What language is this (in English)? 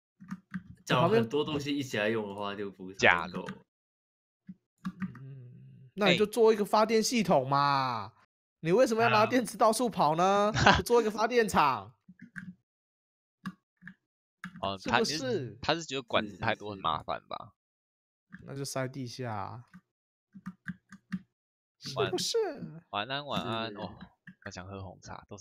Chinese